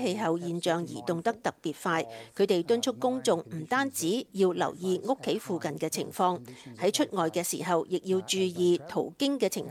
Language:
Cantonese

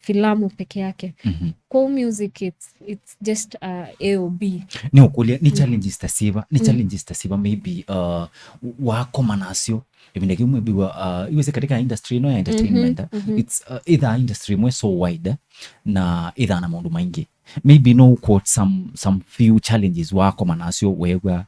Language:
Kamba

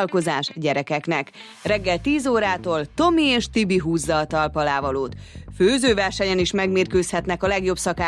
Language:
Hungarian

